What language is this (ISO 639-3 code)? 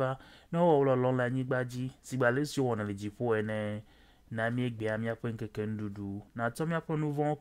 ewe